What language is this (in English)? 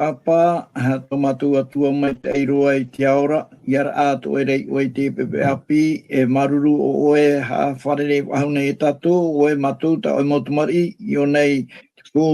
Tahitian